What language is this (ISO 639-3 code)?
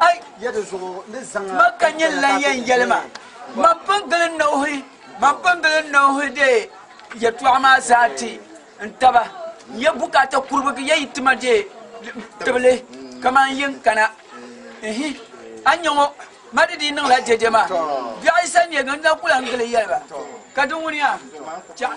dag